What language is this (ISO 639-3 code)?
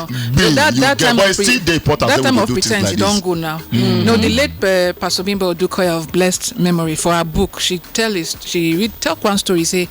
pcm